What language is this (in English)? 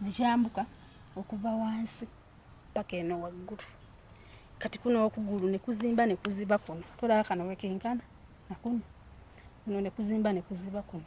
Ganda